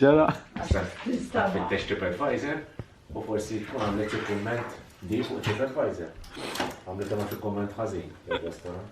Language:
Maltese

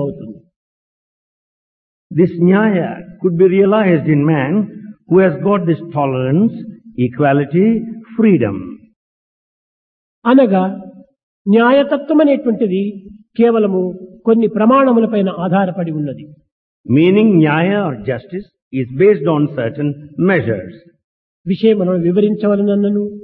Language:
Telugu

